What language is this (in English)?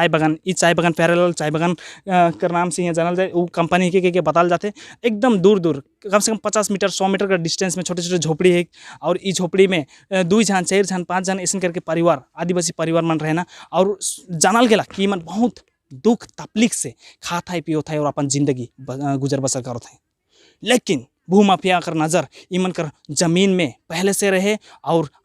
Sadri